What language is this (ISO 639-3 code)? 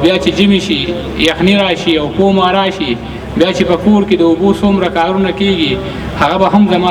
pus